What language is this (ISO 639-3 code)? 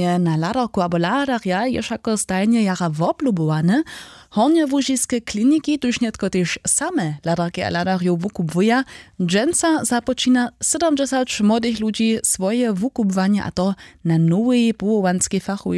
hsb